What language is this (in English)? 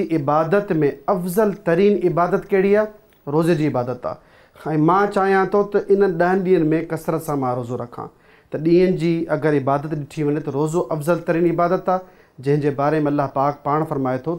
Sindhi